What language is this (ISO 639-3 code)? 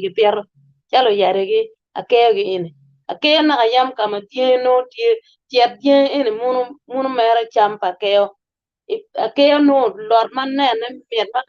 ach